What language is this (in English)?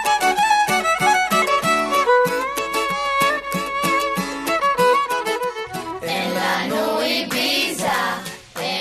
Hebrew